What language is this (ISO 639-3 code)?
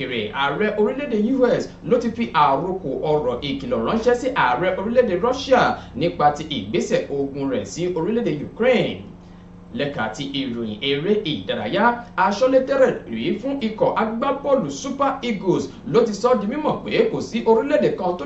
yor